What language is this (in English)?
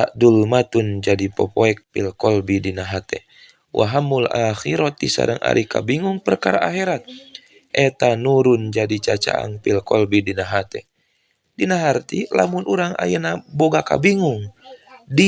Sundanese